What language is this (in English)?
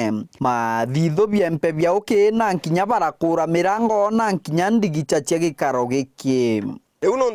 Meru